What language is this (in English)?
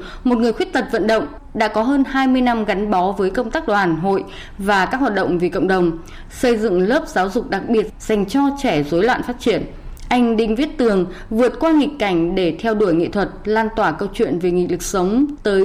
Vietnamese